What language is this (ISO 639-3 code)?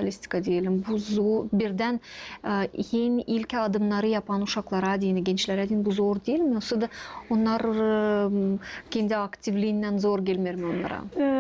gag